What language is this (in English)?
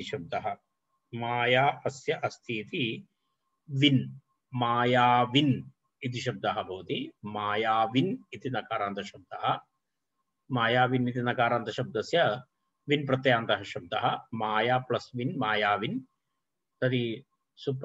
Sanskrit